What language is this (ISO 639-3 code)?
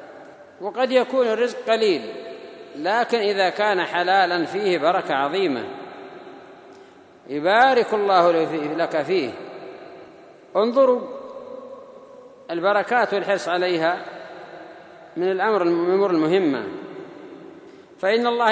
ara